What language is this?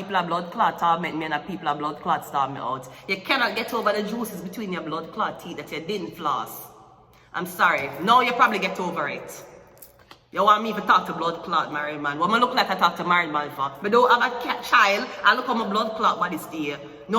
Jamaican Creole English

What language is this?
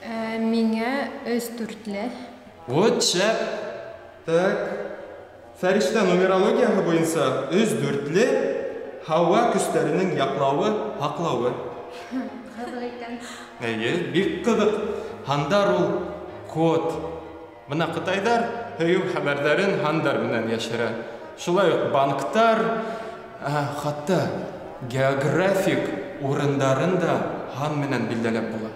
Bashkir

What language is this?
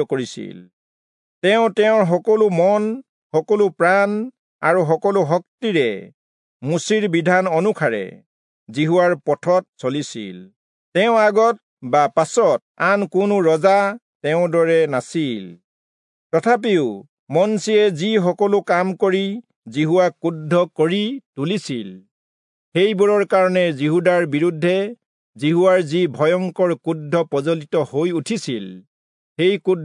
Assamese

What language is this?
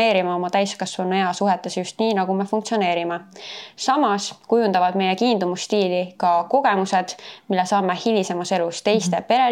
Estonian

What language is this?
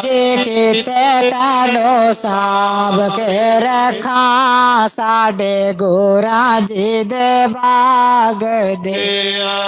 Dogri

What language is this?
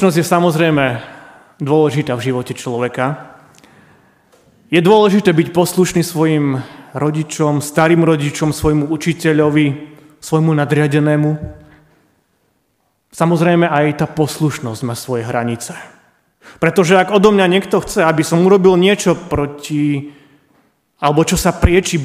Slovak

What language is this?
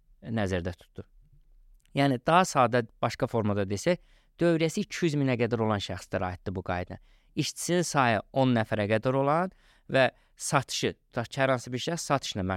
Azerbaijani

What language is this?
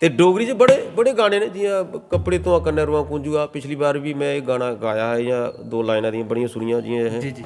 Dogri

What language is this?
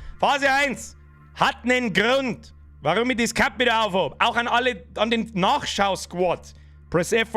Bavarian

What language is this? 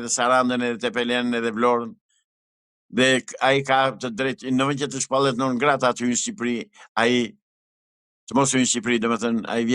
Albanian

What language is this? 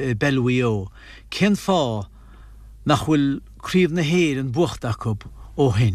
Irish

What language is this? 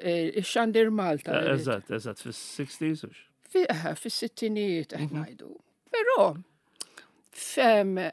Maltese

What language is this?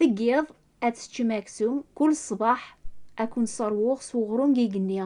Kabyle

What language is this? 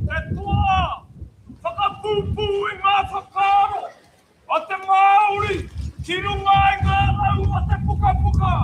Māori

